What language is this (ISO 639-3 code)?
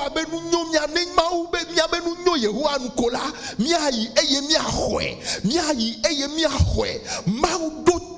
ewe